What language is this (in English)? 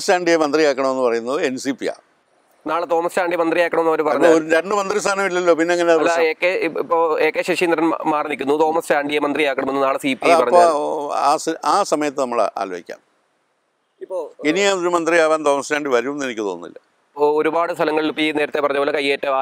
Malayalam